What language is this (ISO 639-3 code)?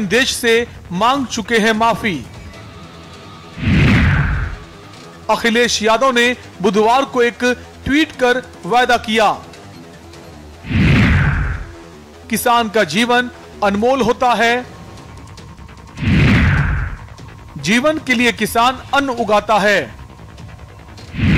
hin